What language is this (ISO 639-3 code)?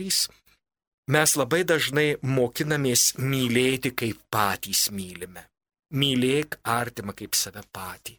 lit